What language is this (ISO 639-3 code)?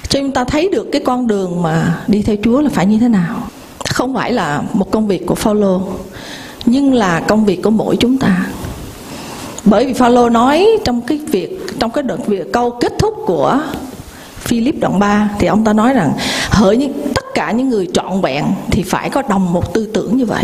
vie